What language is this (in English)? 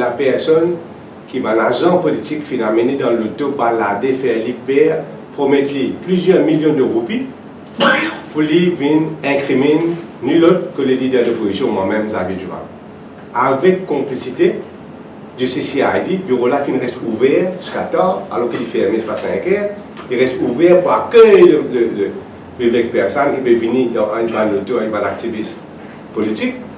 Morisyen